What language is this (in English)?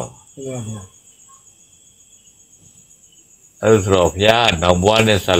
Burmese